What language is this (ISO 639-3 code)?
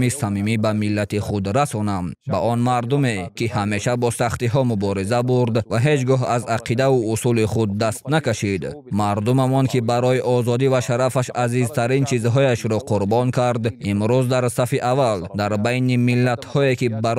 tgk